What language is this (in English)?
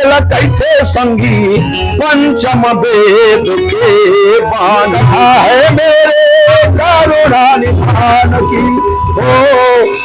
Chhattisgarhi